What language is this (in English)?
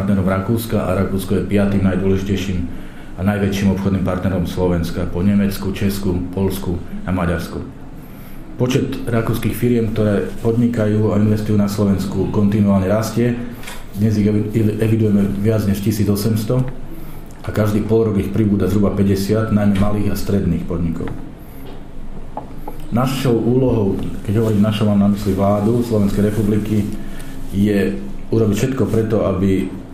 Slovak